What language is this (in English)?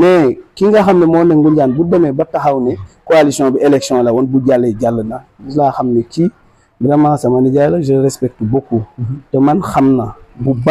Wolof